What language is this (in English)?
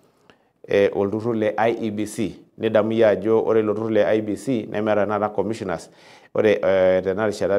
Masai